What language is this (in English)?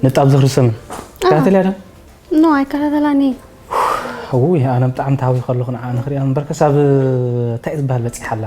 Tigrinya